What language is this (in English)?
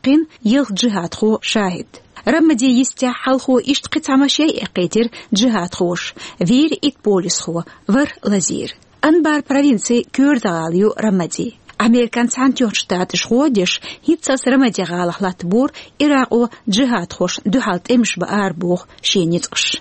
Chechen